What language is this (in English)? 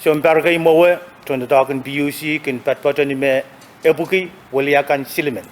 Pohnpeian